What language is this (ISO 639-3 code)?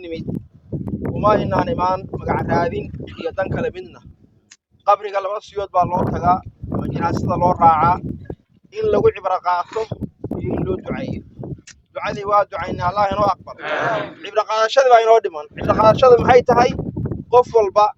som